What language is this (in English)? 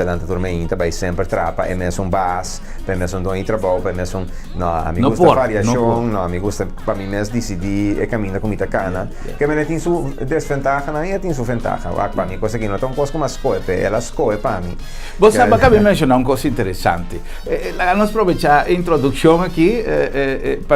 Papiamento